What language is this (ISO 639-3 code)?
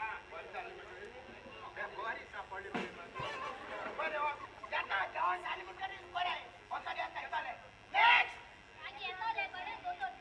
kok